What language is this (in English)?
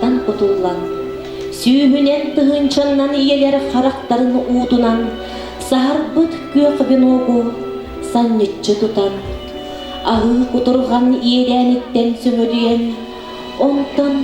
Yakut